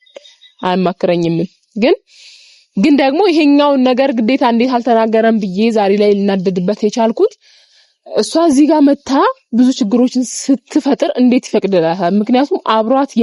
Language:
Amharic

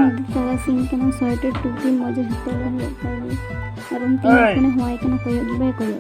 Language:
Santali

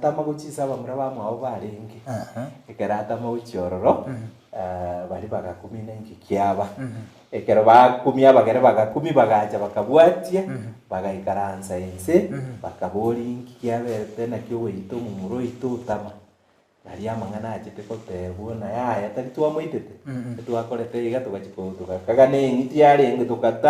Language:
Gusii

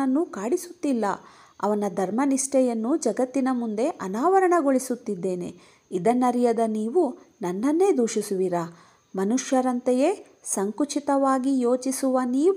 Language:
Kannada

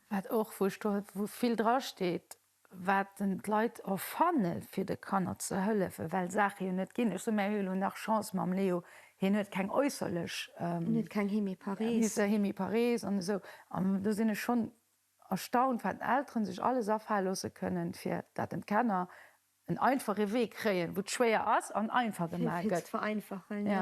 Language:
Luxembourgish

